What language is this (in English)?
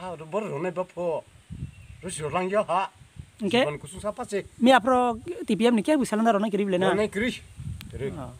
Riang (India)